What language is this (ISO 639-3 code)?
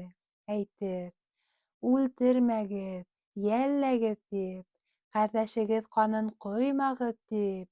bak